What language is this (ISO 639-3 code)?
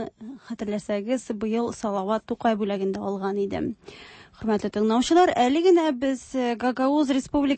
tat